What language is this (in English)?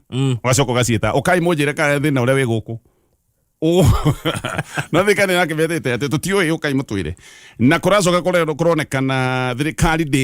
Kikuyu